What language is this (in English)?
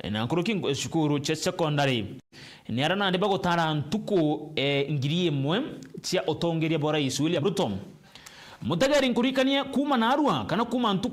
Meru